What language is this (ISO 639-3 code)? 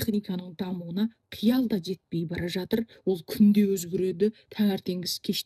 kaz